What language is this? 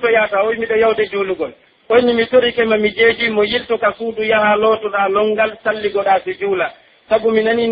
Pular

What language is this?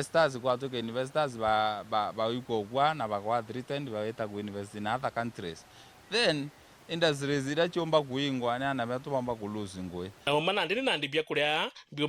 Meru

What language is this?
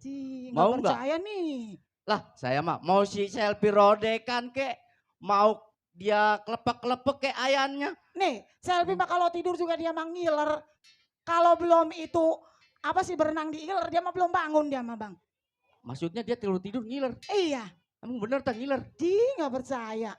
Betawi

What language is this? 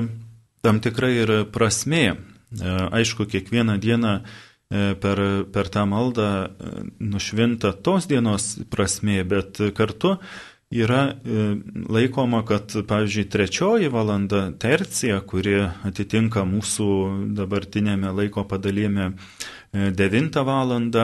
Lithuanian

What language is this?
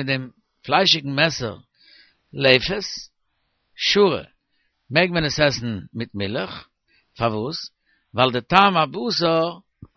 Yiddish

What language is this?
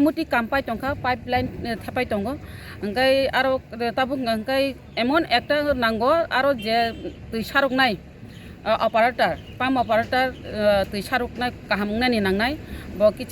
Kok Borok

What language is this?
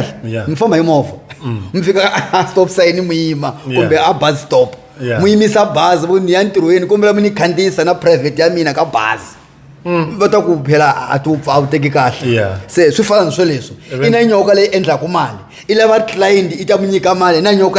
Tsonga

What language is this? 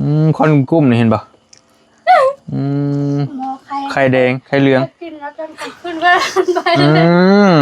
Northeastern Thai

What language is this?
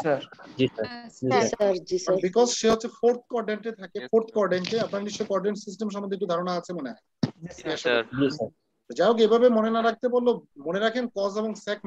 Bangla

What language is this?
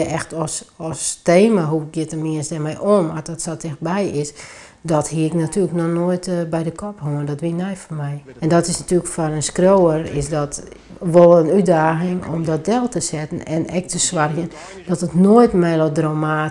Western Frisian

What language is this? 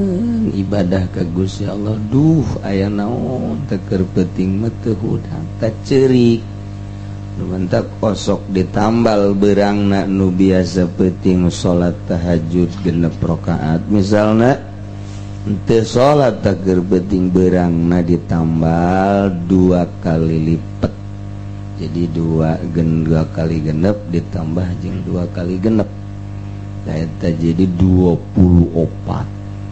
Sundanese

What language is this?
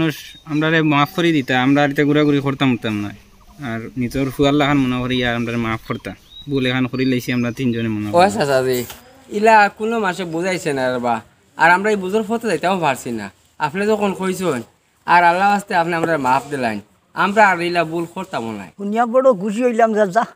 Sylheti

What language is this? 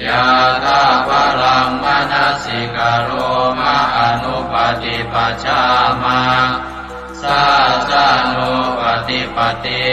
Pali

